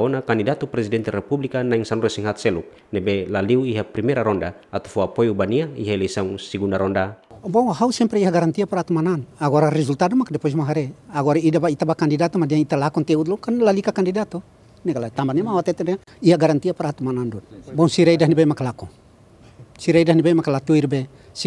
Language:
Tetum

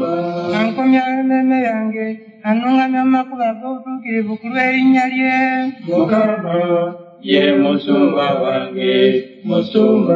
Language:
Ganda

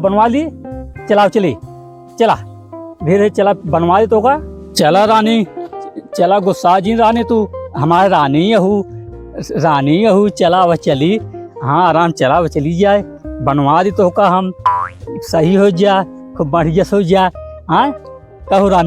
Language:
Awadhi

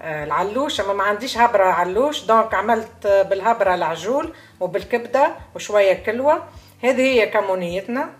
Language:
Tunisian Arabic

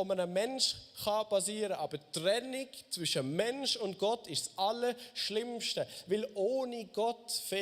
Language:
Swiss German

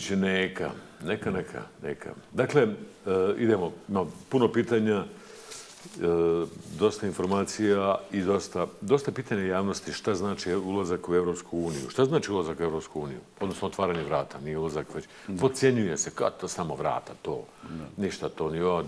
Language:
Bosnian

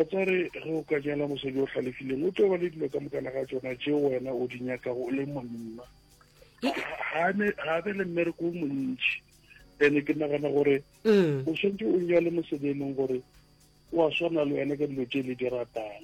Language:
Northern Sotho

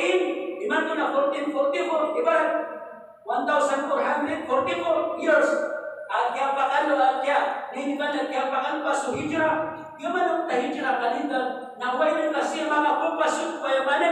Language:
Maranao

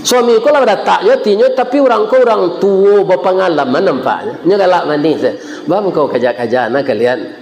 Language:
Minangkabau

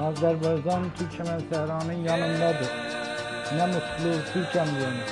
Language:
South Azerbaijani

